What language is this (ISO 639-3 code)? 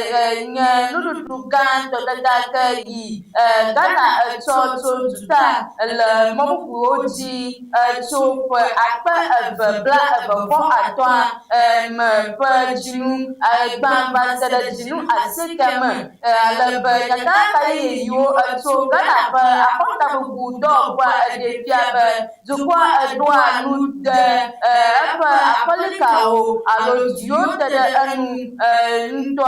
ewe